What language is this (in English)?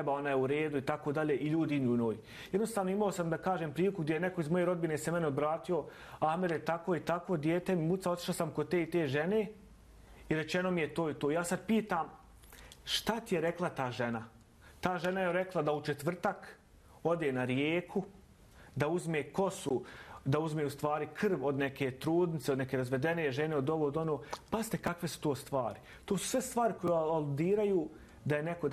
Bosnian